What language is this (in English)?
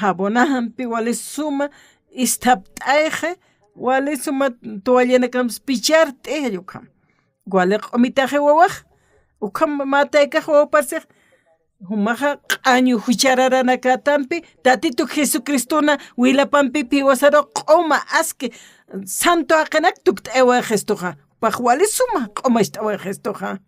Aymara